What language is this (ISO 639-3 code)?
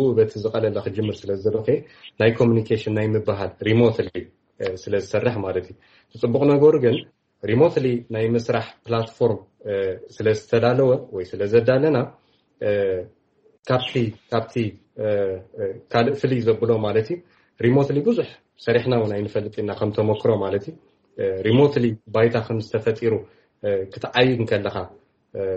tir